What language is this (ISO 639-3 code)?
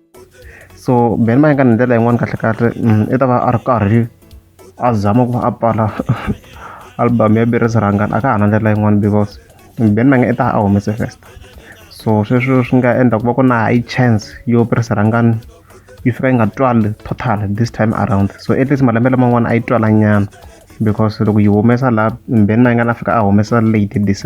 tso